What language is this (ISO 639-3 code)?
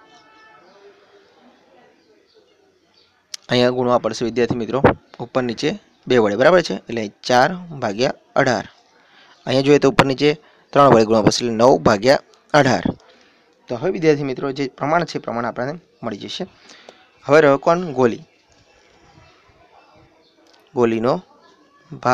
guj